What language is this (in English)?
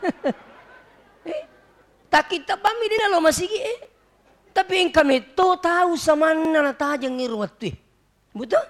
Buginese